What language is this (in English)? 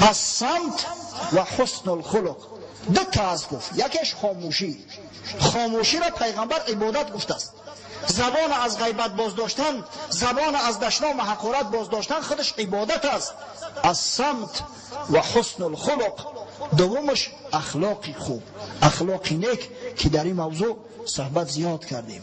Tajik